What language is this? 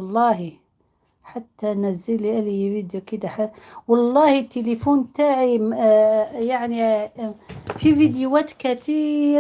Algerian Arabic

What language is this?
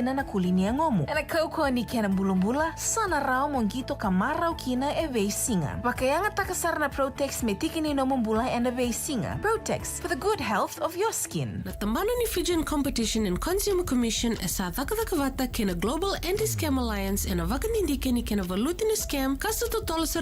Fijian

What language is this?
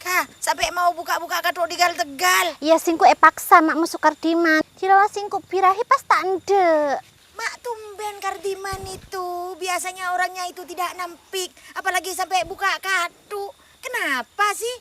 Madurese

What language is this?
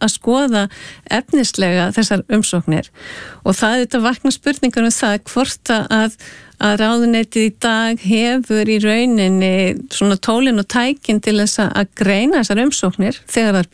Icelandic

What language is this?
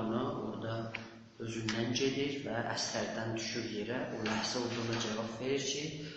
South Azerbaijani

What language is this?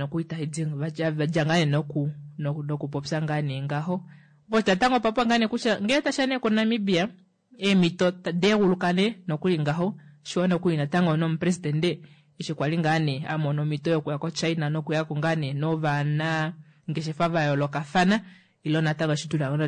Kuanyama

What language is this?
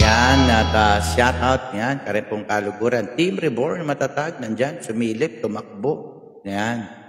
Pampanga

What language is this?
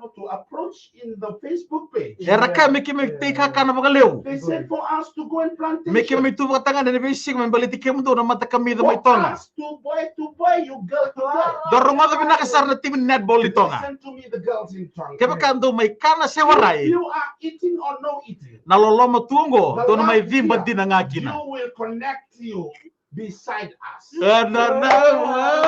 Fijian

